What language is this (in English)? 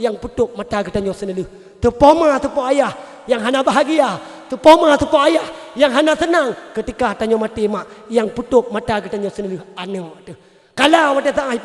Achinese